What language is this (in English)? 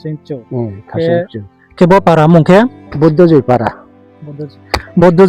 Riang (India)